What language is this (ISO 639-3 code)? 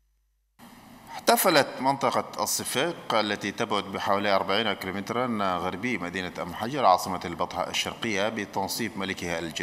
ara